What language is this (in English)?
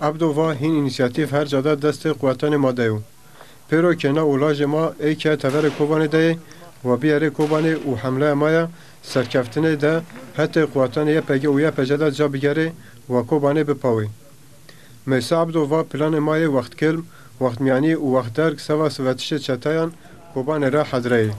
Zaza